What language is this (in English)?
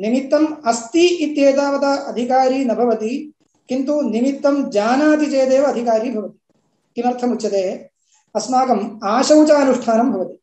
Sanskrit